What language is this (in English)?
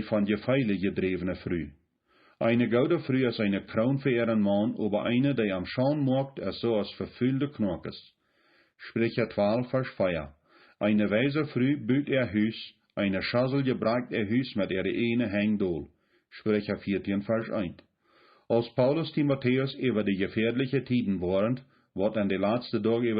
Plautdietsch